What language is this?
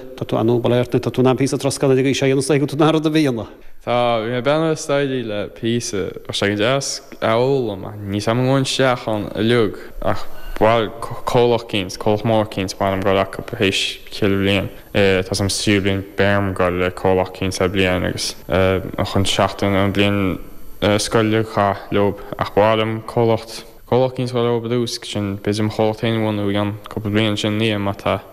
Irish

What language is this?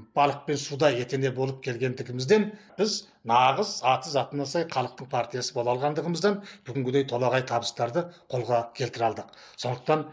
Kazakh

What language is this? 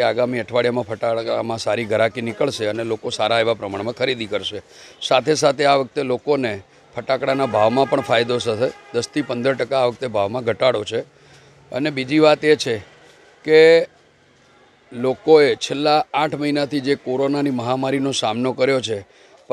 Gujarati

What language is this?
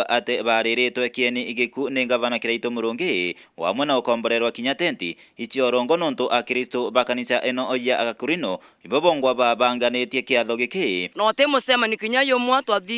Meru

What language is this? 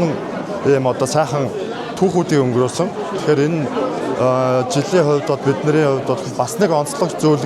Mongolian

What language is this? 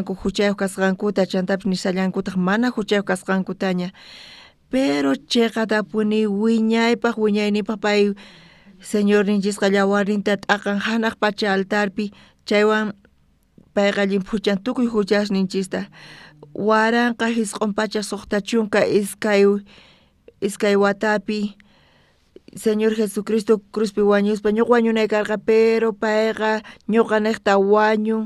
South Bolivian Quechua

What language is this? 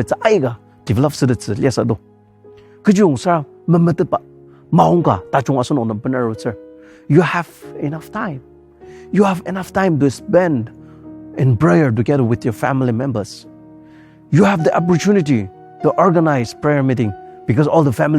Ao Naga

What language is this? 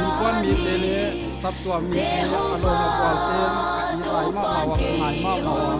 Paite Chin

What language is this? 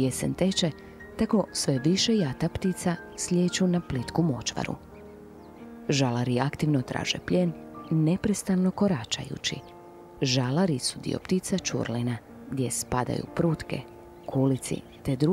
Croatian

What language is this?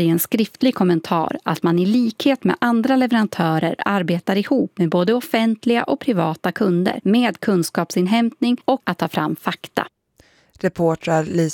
Swedish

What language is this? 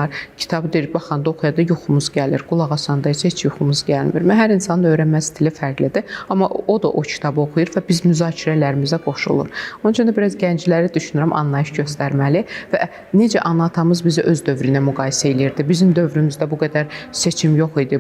Azerbaijani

